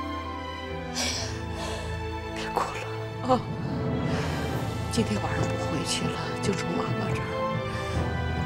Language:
Chinese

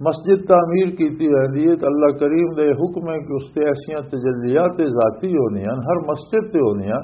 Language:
Western Panjabi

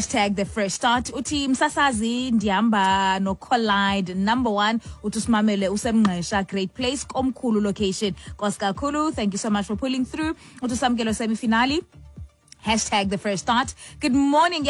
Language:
Xhosa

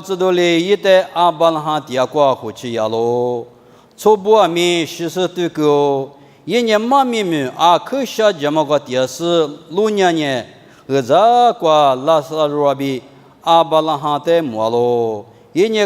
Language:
Lisu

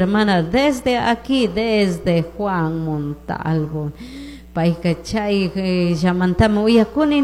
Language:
Chimborazo Highland Quichua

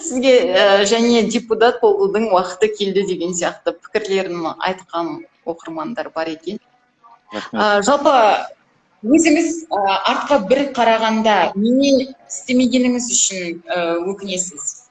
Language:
Kazakh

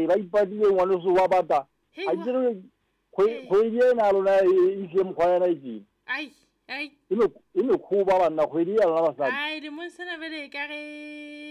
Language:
Southern Sotho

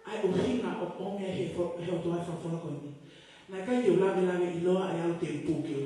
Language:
Tongan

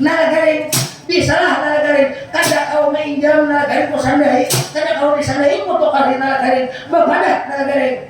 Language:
Banjar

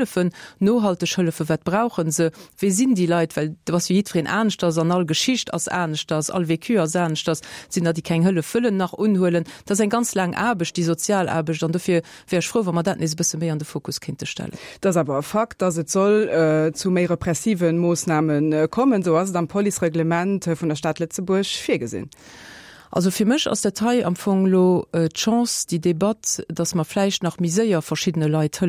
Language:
Luxembourgish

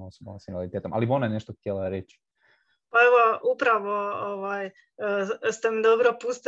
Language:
Croatian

